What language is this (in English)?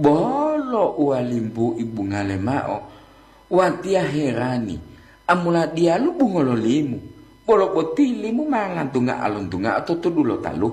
Gorontalo